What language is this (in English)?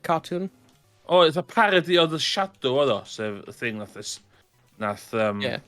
Welsh